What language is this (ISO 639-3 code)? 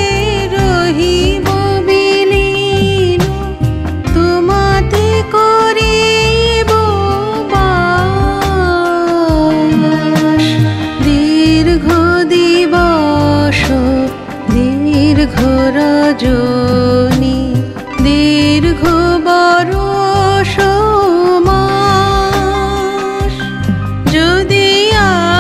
ben